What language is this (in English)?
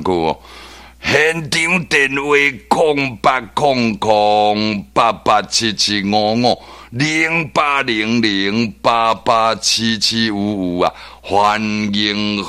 Min Nan Chinese